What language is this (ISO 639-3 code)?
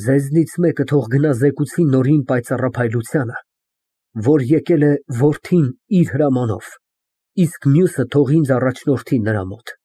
hye